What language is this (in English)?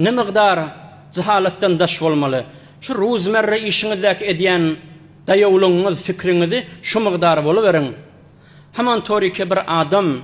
Turkmen